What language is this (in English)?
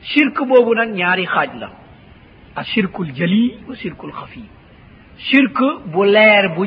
Wolof